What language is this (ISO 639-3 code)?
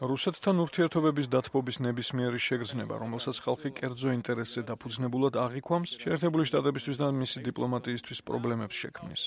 kat